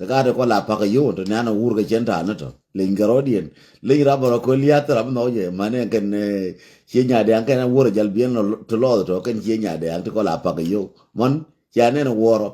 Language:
Nuer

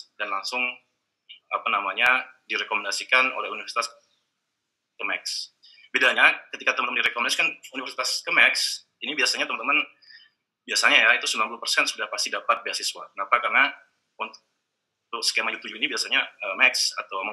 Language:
Indonesian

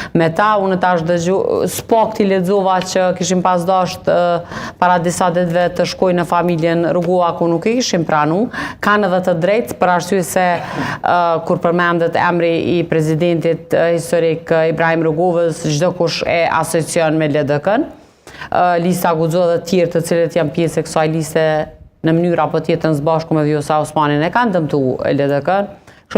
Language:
Albanian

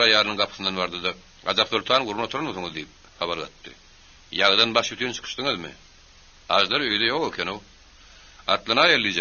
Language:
Turkmen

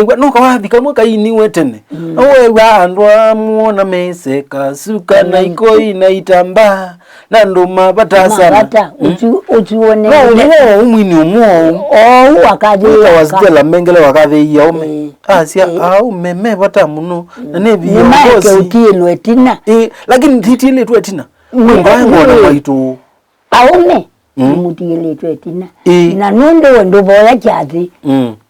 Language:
Kamba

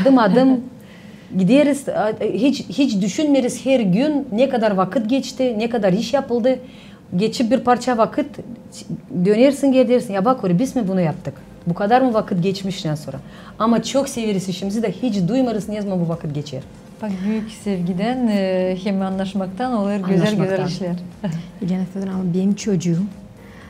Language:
Gagauz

